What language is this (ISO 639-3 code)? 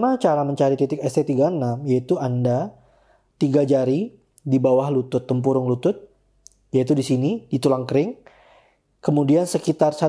ind